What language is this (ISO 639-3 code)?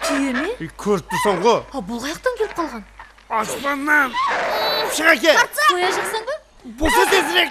kaa